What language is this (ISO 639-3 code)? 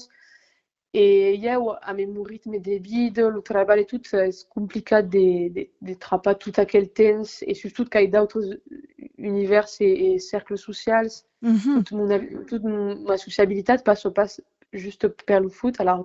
oci